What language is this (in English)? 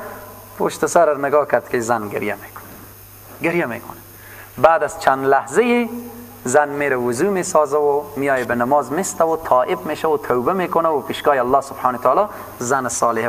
Persian